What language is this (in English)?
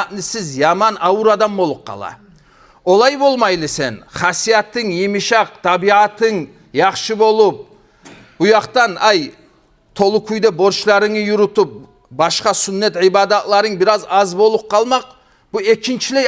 Kumyk